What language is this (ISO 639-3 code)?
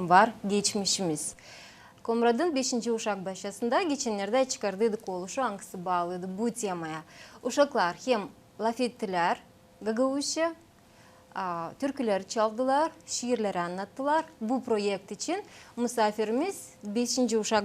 gag